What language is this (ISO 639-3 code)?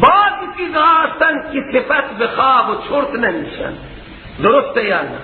fas